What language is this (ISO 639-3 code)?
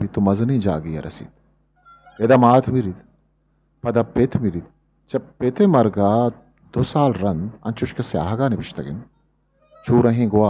bgp